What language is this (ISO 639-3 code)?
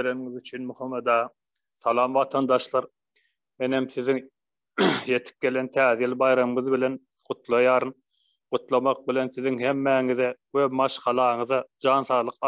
tuk